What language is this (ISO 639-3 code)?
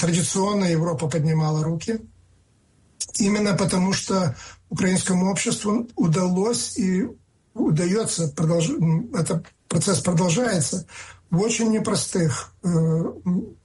rus